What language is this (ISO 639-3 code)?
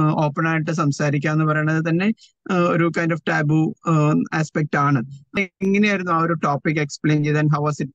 mal